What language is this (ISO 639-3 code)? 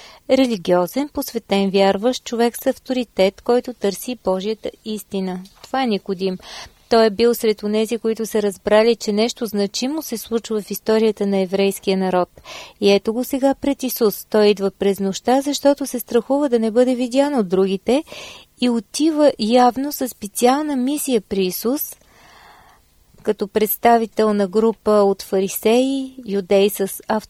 bul